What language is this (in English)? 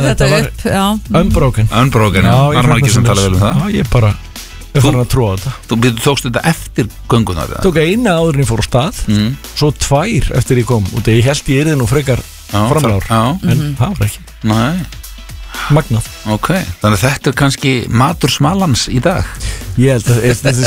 Icelandic